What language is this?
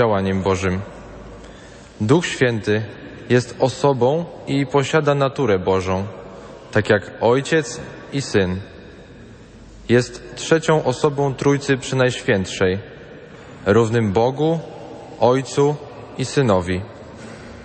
Polish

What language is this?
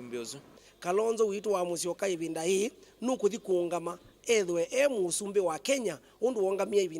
Kamba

